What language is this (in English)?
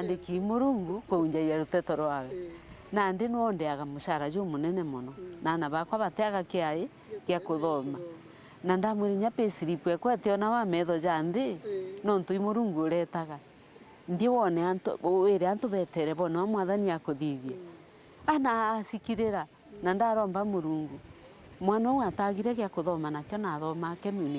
Meru